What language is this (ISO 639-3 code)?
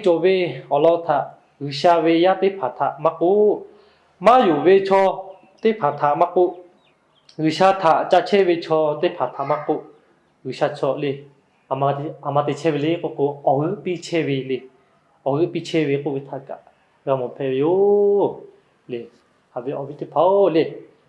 lhu